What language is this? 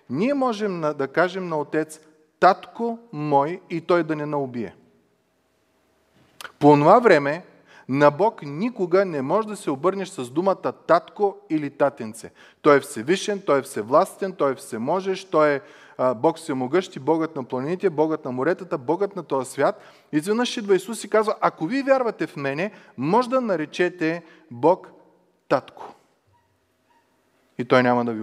Bulgarian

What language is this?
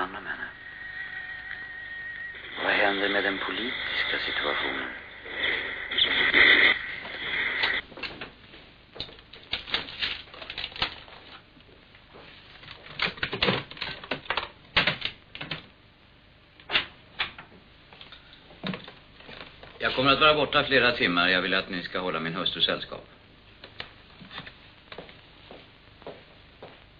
Swedish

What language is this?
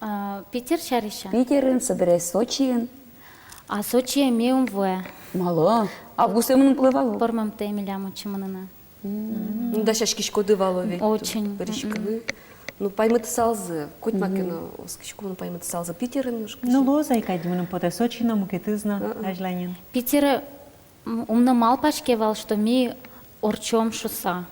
Udmurt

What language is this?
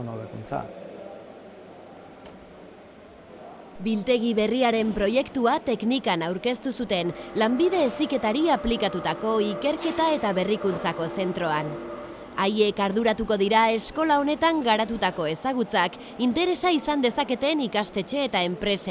Basque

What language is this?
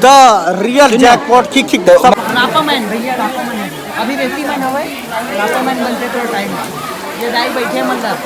Chhattisgarhi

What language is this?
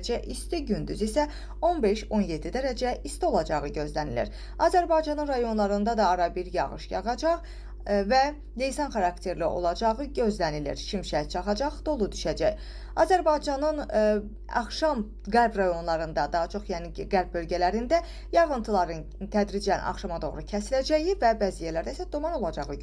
Azerbaijani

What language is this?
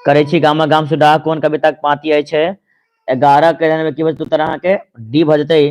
Maithili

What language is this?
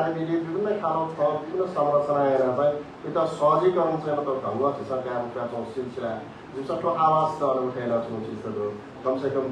Newari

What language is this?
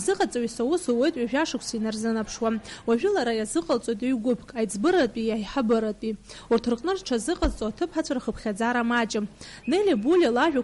Abkhazian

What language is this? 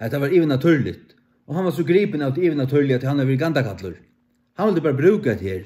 Faroese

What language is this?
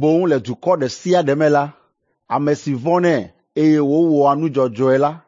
Ewe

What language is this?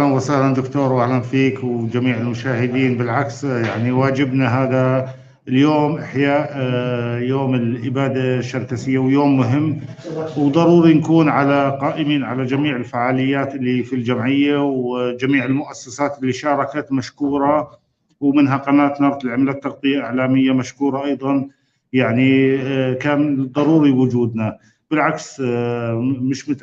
North Levantine Arabic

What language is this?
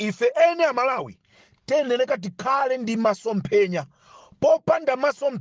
Nyanja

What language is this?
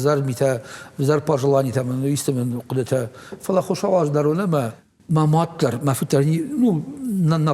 Ossetic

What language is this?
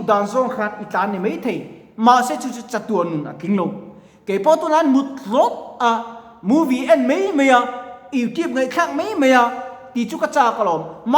Mizo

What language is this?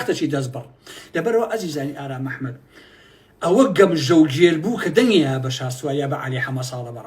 Central Kurdish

